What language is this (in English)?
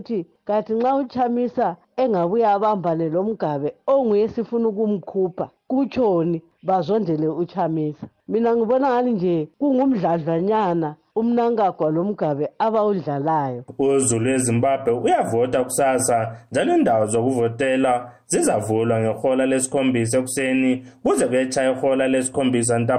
North Ndebele